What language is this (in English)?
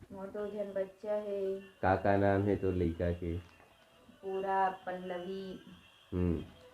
Chhattisgarhi